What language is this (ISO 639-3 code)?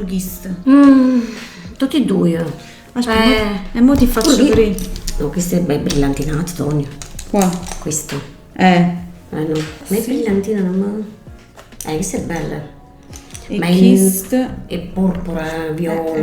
nap